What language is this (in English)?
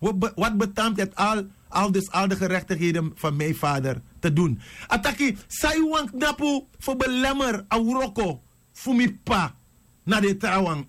Sranan Tongo